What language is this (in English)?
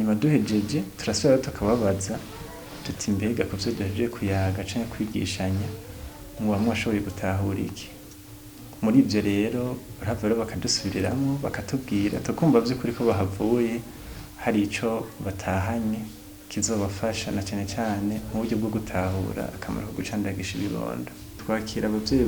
Rundi